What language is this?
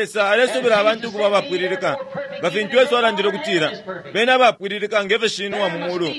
Bemba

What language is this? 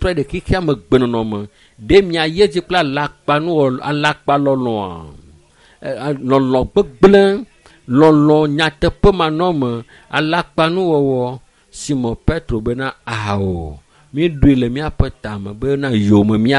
Ewe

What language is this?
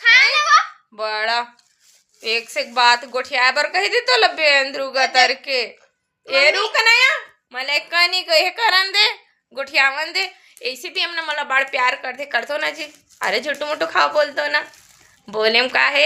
Chhattisgarhi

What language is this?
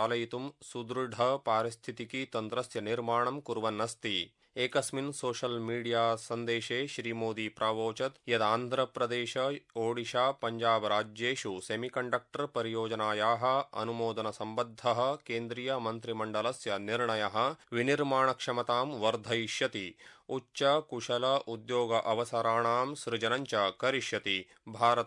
Sanskrit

